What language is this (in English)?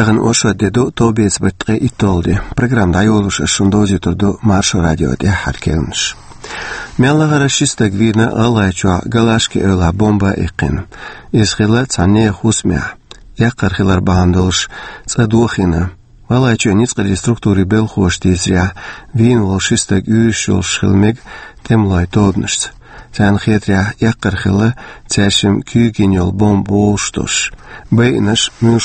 Chechen